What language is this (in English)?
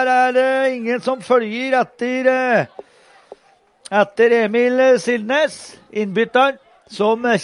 Norwegian